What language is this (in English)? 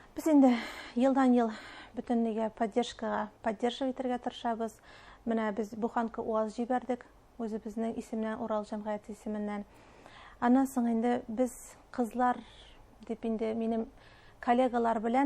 Bashkir